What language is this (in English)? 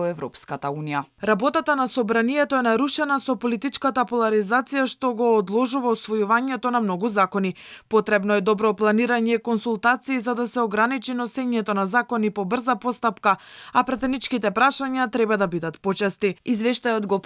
Macedonian